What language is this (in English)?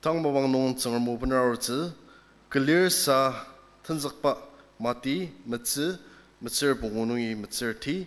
Ao Naga